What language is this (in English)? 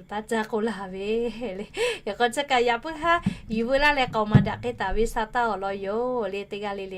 Lahu